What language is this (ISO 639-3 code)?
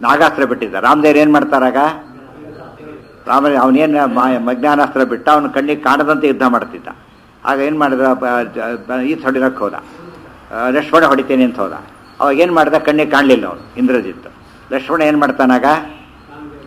kan